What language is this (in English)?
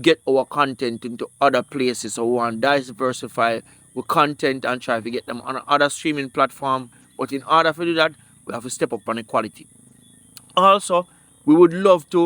Jamaican Creole English